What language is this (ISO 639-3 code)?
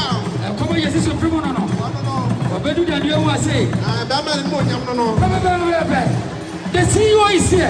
eng